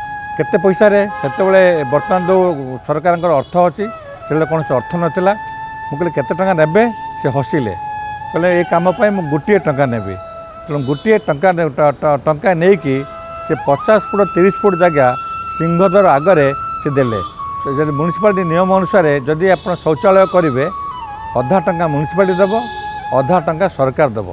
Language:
Odia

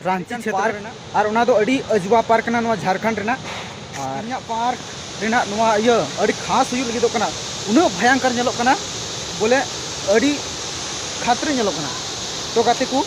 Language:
Santali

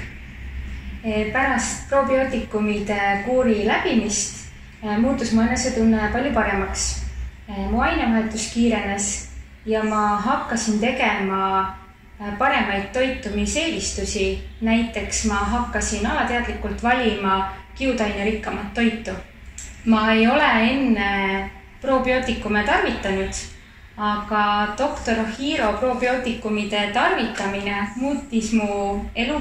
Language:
Estonian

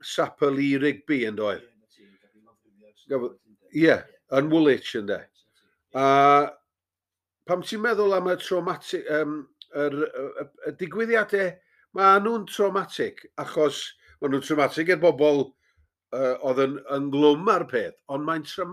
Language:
Welsh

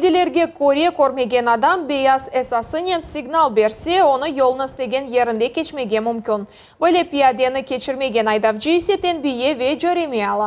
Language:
Crimean Tatar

